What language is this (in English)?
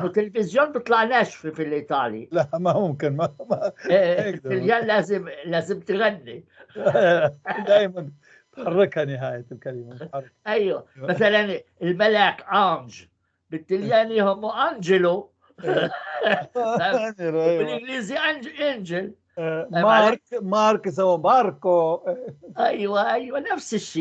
North Levantine Arabic